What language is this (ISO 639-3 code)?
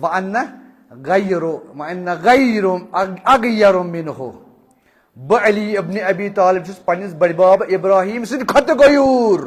kas